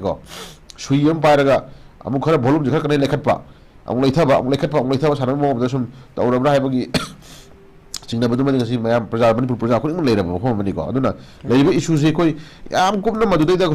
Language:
Manipuri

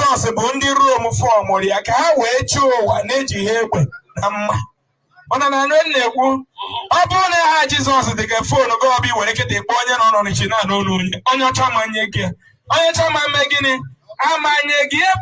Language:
Igbo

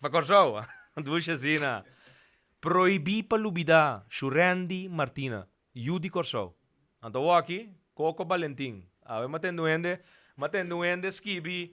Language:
Papiamento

